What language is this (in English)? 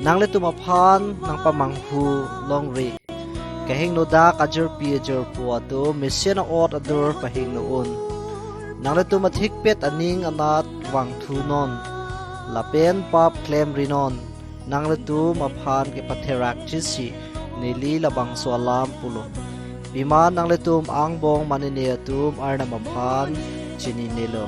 Karbi